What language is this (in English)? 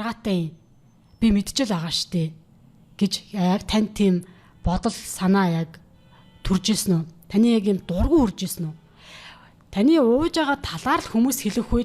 Mongolian